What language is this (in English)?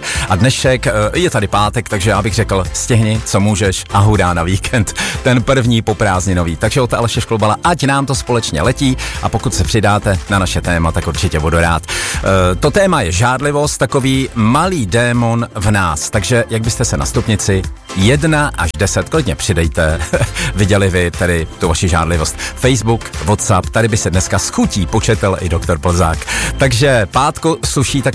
Czech